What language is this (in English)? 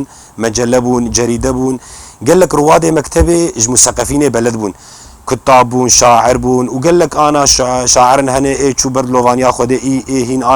Kurdish